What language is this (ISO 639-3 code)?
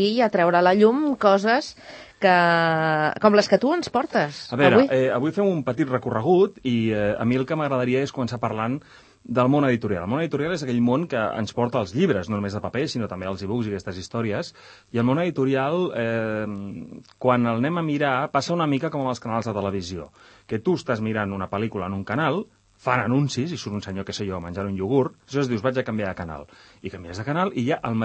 cat